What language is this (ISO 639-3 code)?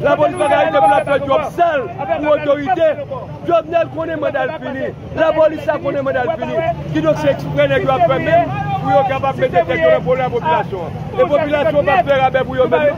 hat